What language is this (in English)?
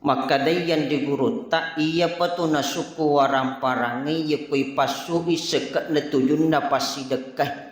Buginese